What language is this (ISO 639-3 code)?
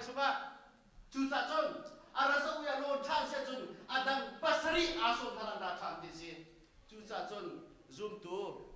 cnh